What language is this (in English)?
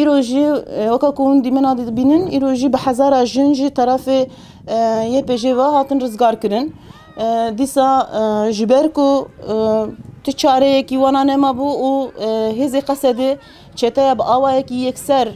Kurdish